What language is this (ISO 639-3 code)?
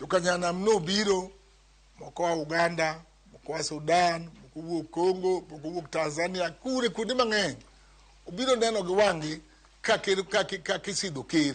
luo